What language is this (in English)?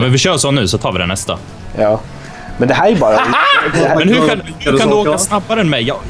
Swedish